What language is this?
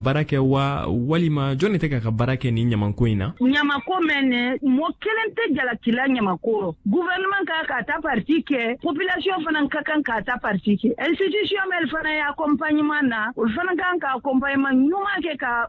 Bambara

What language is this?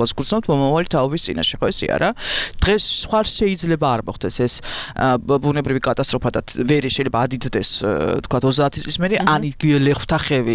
Georgian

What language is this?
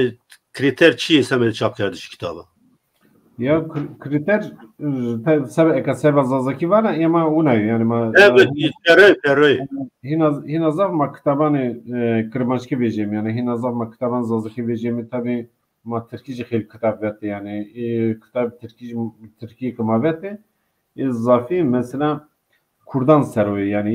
Zaza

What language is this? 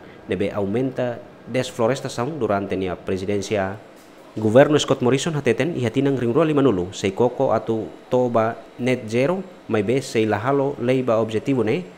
Tetum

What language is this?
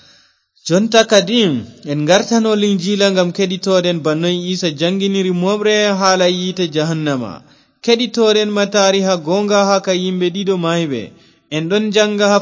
Fula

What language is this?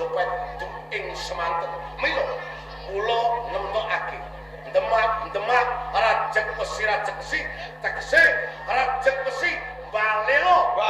Javanese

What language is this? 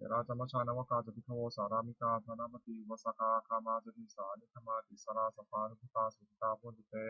Pali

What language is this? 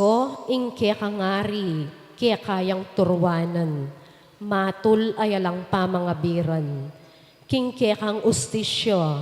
Pampanga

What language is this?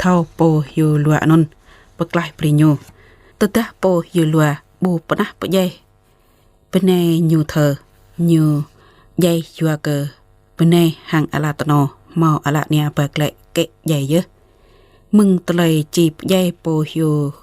Jarai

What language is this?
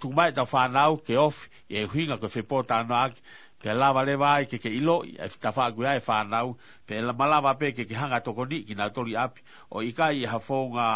Tongan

